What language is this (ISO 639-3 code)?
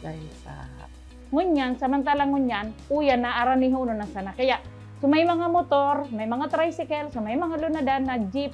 bik